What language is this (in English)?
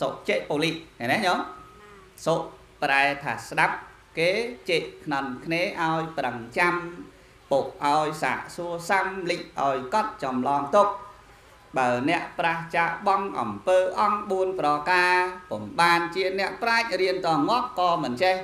Khmer